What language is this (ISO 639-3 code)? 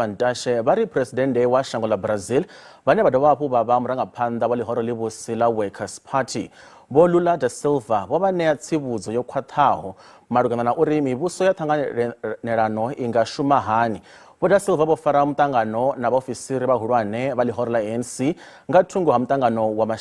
ven